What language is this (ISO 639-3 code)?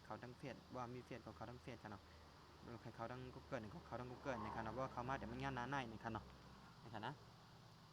shn